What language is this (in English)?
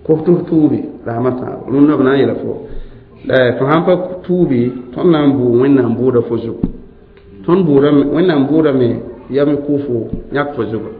Mossi